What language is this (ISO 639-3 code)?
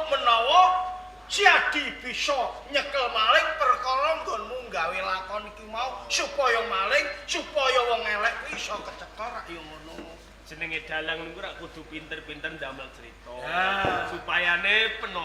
jav